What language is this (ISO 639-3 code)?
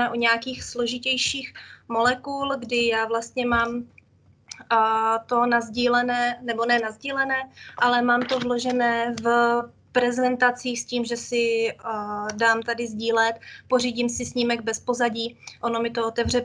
ces